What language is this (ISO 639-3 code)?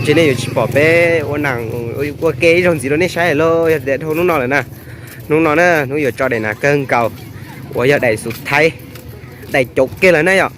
hmn